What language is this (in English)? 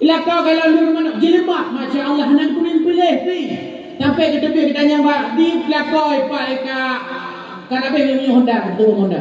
Achinese